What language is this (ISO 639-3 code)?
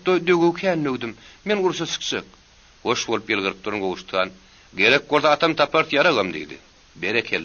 tuk